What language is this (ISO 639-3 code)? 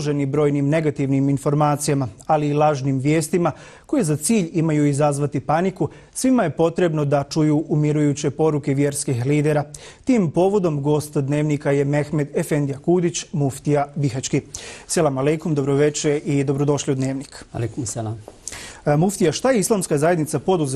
bos